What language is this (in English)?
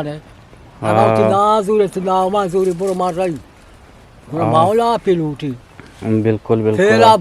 Eastern Balochi